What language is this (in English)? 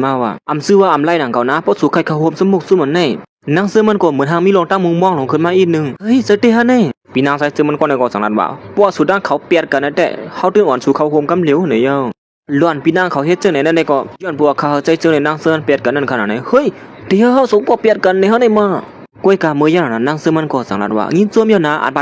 Shan